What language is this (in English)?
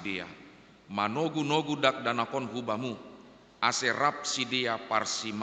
Batak Simalungun